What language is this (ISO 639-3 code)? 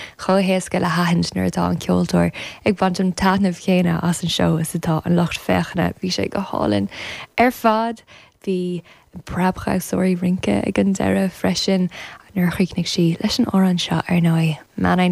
gle